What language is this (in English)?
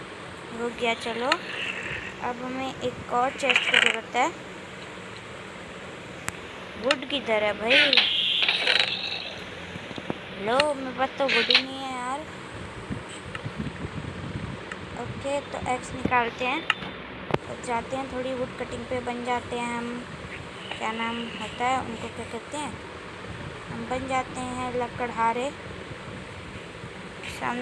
Hindi